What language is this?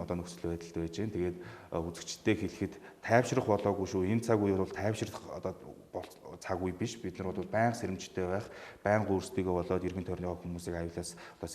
Mongolian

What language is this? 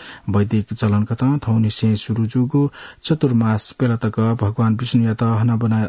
Newari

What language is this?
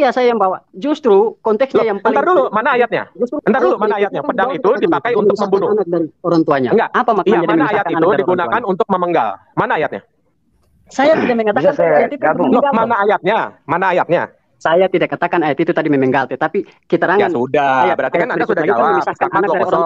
Indonesian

